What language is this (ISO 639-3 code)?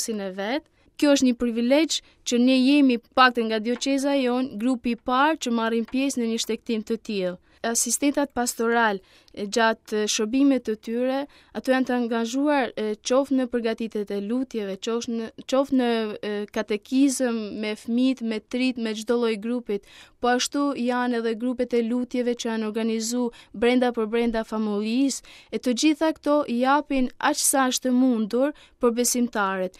sqi